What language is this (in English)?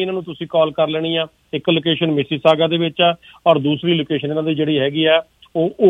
Punjabi